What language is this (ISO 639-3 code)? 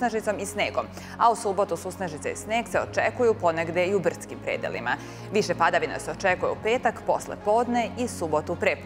srp